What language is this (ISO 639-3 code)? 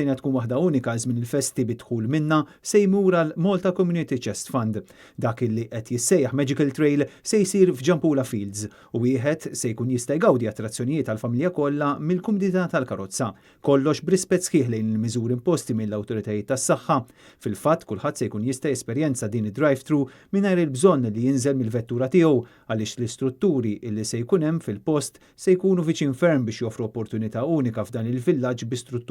mlt